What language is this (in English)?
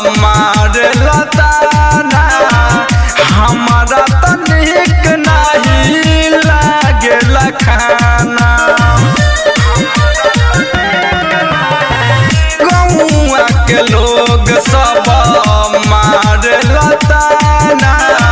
Bhojpuri